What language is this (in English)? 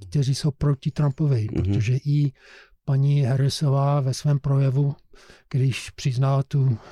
Czech